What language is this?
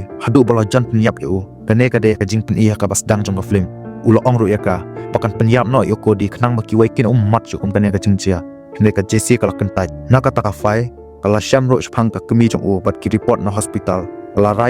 Khasi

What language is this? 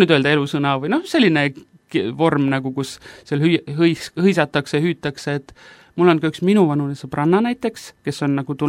Estonian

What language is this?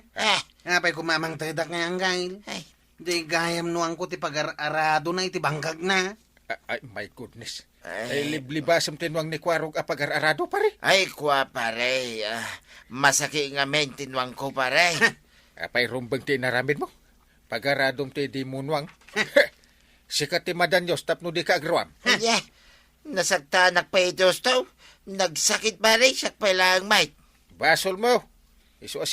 Iloko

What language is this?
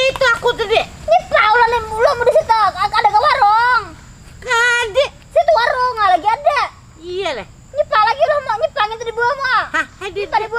Banjar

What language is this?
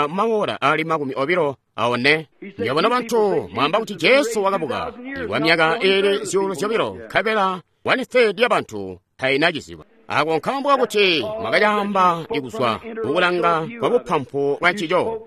Tonga (Zambia)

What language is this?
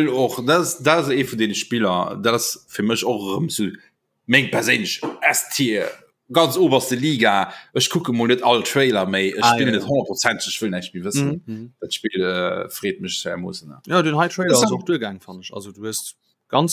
Luxembourgish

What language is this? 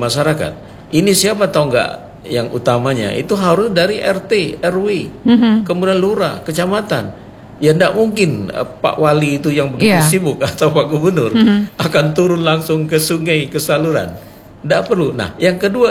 Indonesian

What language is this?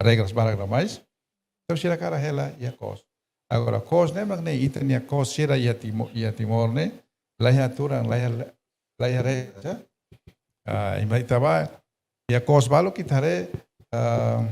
Tetum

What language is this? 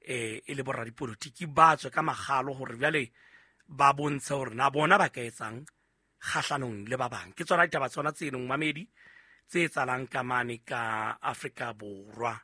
Southern Sotho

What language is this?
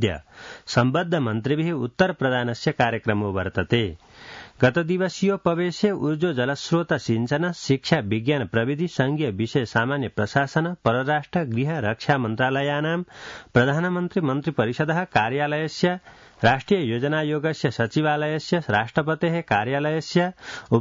Sanskrit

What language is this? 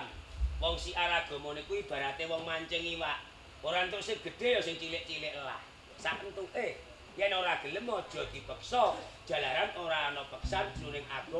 Javanese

